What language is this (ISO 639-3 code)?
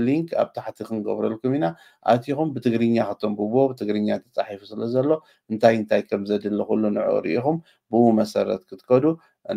tir